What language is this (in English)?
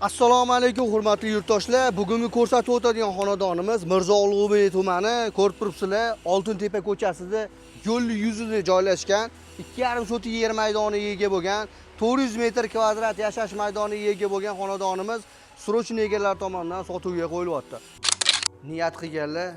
Uzbek